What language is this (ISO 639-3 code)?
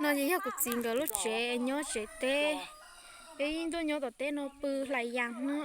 hmn